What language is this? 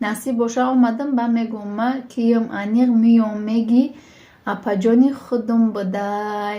Tajik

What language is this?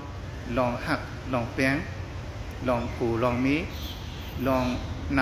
Shan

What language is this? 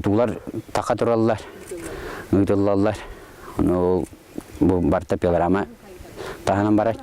Yakut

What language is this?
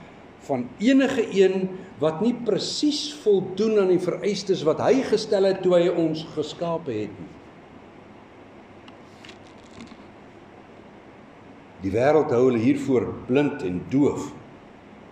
Afrikaans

